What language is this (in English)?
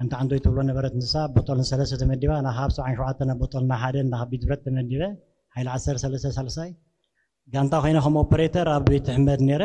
Tigrinya